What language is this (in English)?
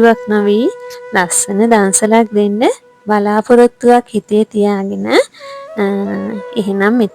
Sinhala